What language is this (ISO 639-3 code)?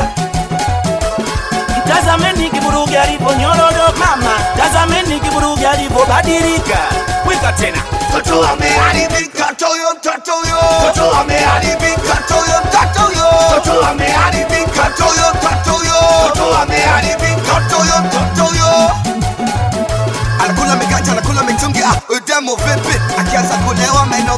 swa